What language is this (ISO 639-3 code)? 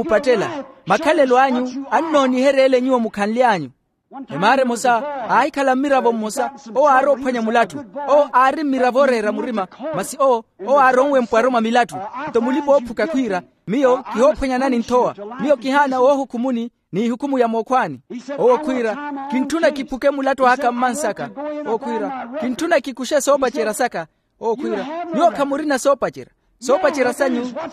vmw